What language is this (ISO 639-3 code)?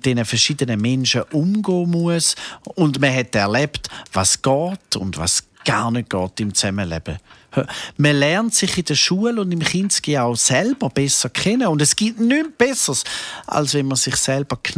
gsw